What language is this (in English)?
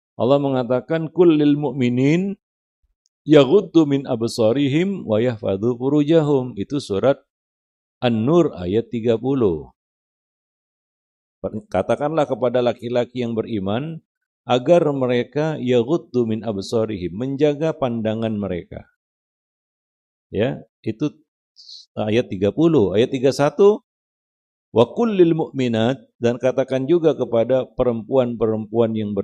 Indonesian